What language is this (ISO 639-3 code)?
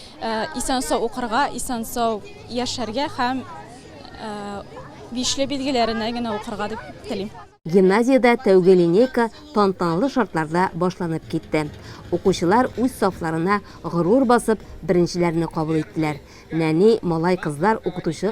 tat